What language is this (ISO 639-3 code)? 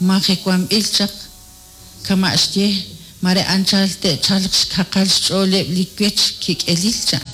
kek